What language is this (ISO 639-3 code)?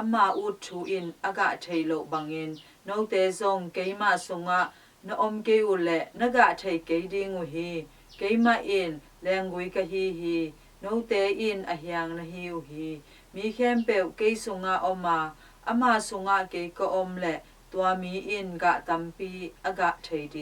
ctd